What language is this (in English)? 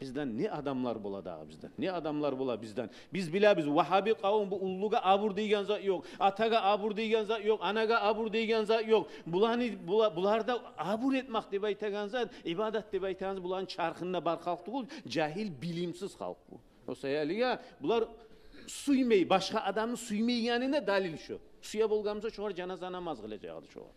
Kumyk